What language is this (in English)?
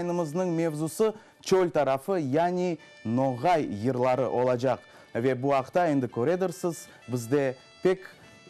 Crimean Tatar